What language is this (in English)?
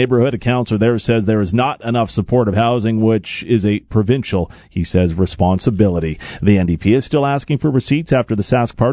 English